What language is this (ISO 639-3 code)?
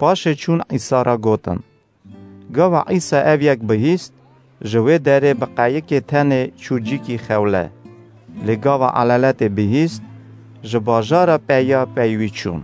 kur